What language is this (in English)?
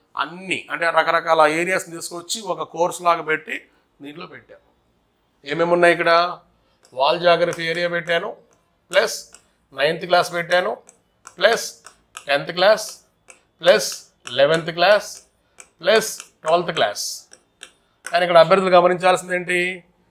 Telugu